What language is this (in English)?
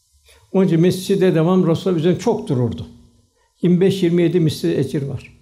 Turkish